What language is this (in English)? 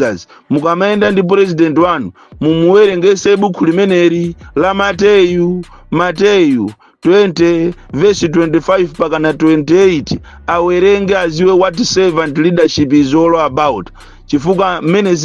Nyanja